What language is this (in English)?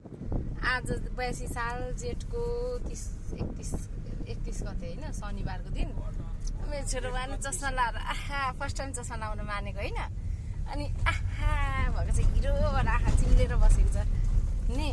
Nepali